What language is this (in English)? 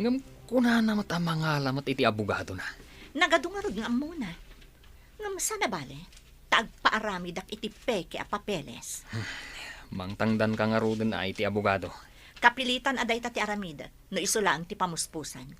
Iloko